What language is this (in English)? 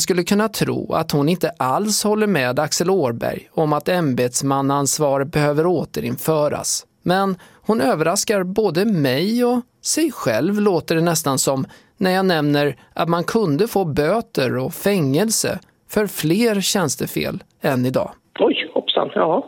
Swedish